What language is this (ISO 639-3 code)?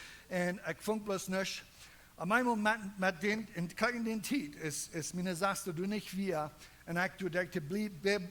pdt